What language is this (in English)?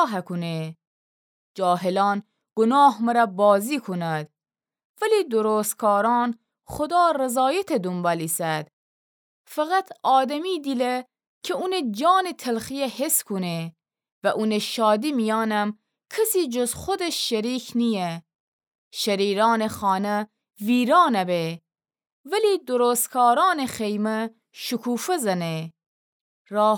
Gilaki